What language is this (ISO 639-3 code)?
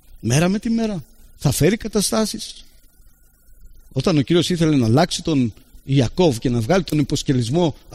ell